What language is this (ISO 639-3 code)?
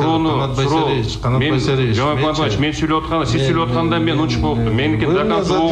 kir